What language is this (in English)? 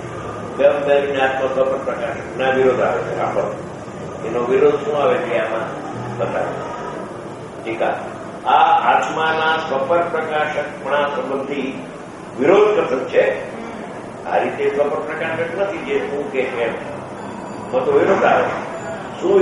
Gujarati